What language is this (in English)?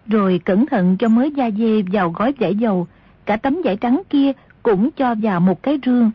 Vietnamese